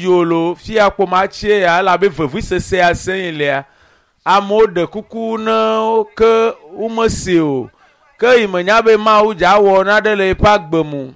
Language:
Ewe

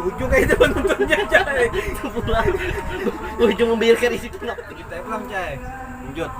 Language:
Banjar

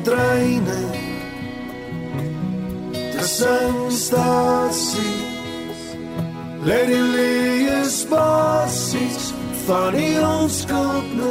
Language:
Afrikaans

